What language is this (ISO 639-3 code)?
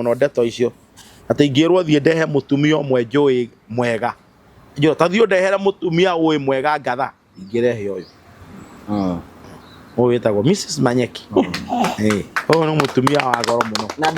kik